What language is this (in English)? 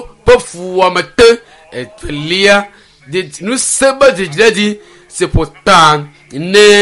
Ewe